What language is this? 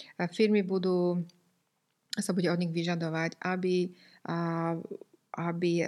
Slovak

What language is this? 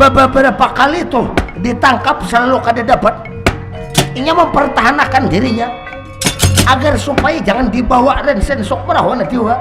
Banjar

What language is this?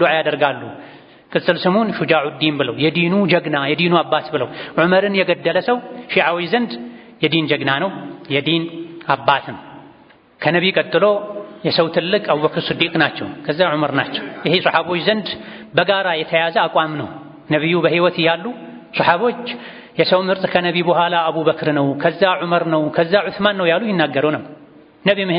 Amharic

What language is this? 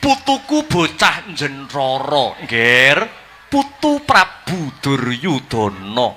Javanese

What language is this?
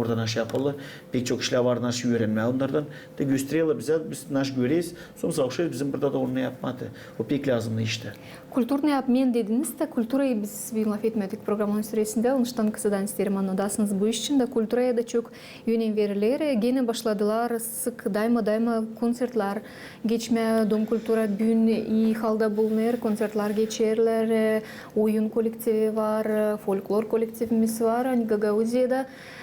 Gagauz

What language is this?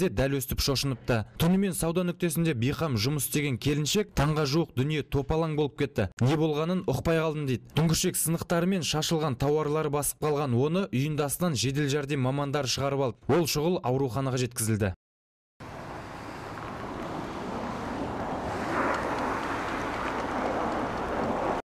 Kazakh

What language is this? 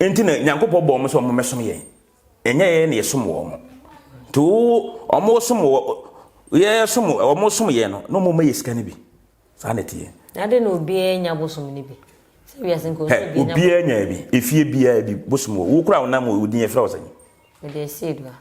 Akan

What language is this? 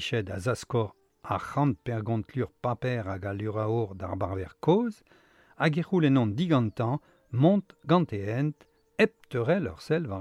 Breton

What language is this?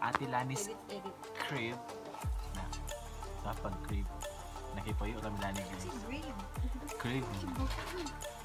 Cebuano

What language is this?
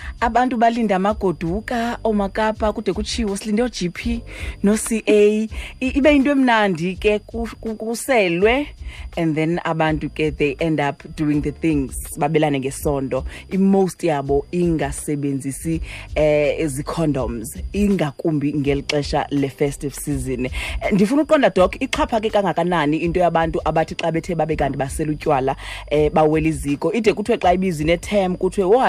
Xhosa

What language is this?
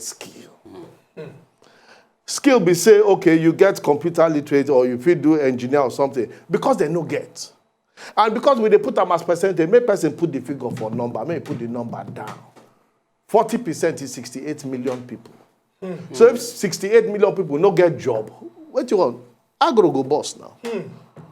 Nigerian Pidgin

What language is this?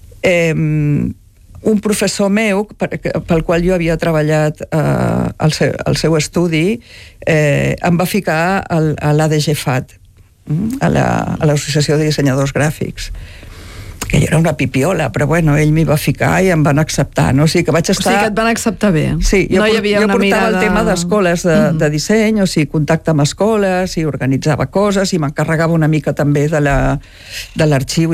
Catalan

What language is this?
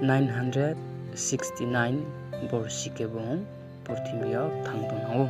Riang (India)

